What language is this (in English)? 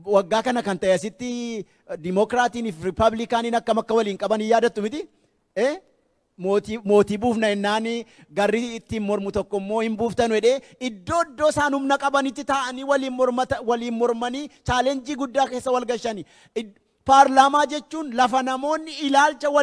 Oromo